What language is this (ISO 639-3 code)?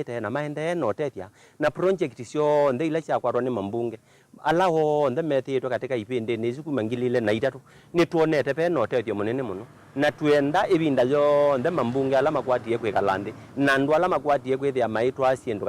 kam